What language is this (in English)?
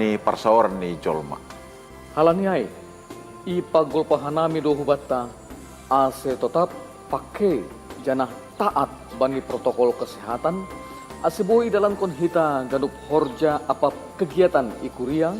Batak Simalungun